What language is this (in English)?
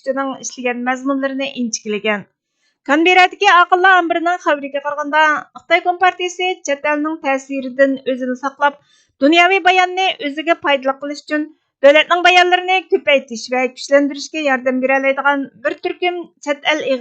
Uyghur